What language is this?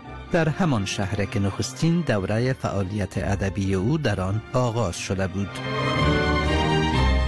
Persian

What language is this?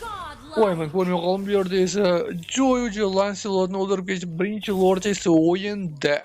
Uzbek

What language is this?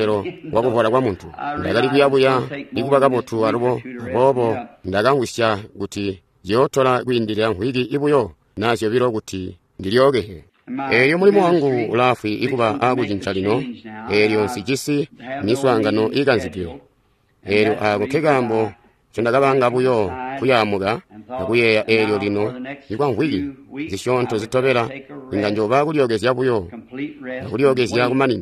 Tonga (Zambia)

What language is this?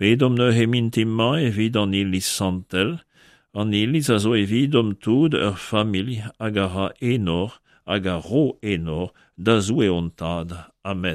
Breton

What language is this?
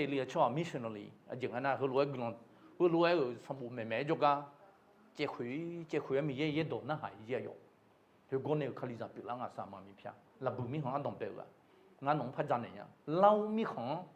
Akha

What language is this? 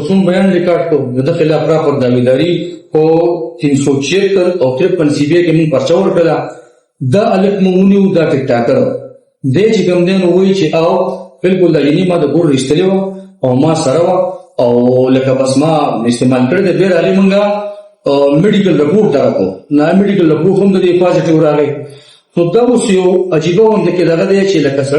Pashto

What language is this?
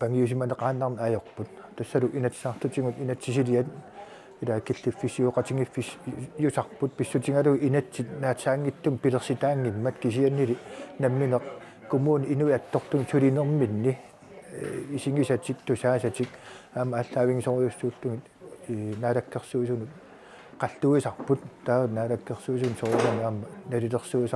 Kalaallisut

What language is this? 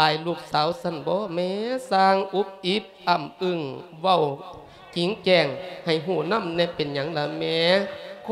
Lao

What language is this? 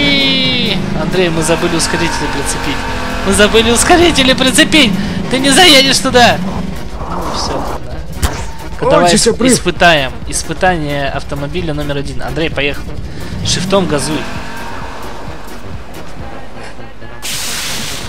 Russian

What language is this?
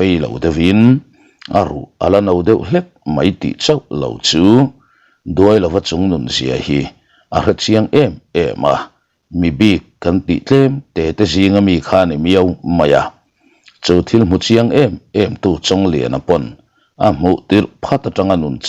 Mizo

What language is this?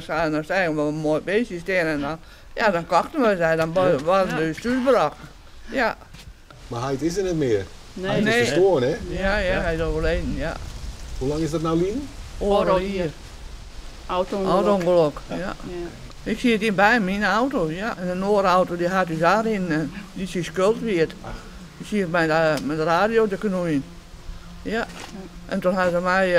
Western Frisian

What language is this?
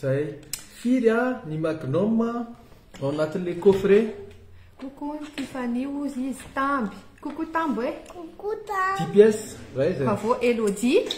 Malagasy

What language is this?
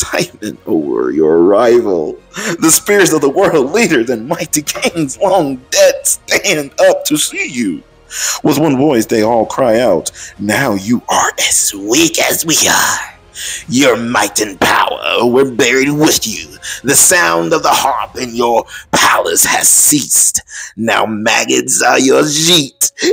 English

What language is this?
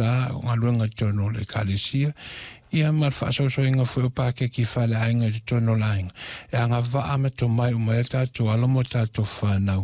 Samoan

